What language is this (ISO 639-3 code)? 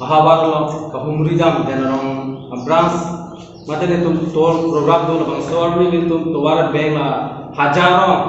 mjw